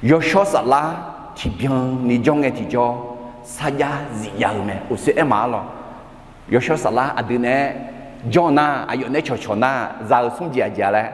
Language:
Akha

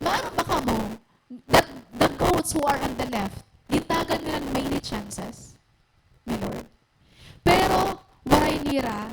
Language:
Waray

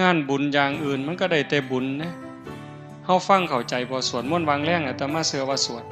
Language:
Northeastern Thai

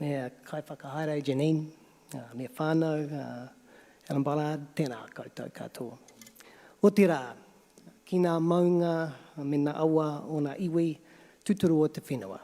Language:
Māori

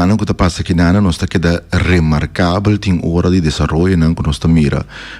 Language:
Papiamento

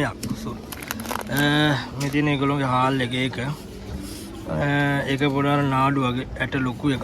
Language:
Sinhala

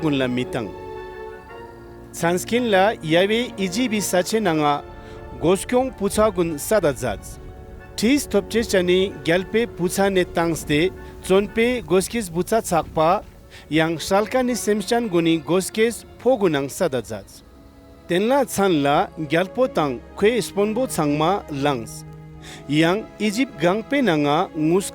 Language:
Ladakhi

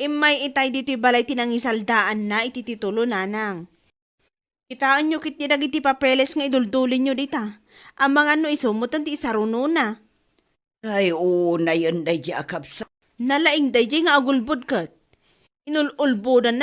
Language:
Iloko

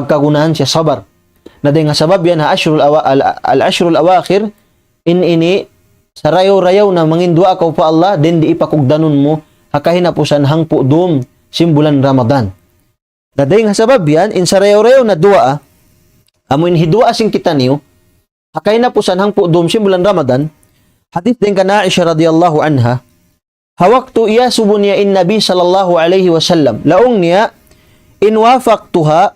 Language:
Tausug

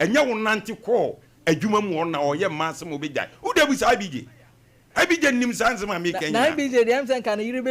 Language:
Akan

